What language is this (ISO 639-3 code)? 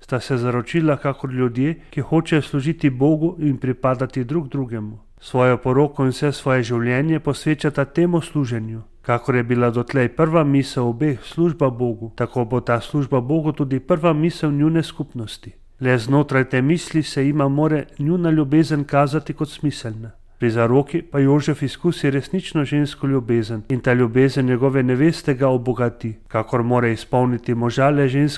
slv